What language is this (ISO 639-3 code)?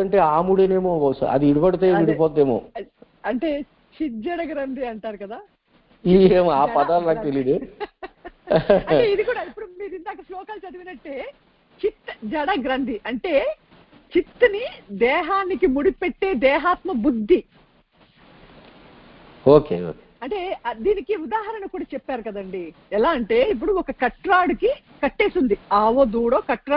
tel